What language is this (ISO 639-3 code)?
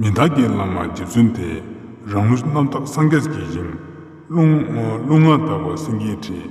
lbj